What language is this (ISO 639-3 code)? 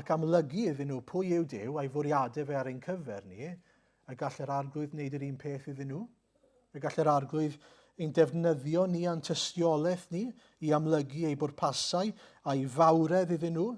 cym